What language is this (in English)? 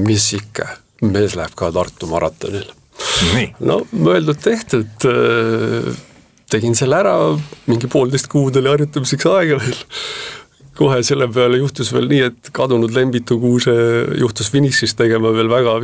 Estonian